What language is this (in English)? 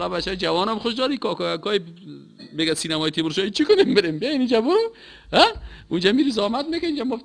Persian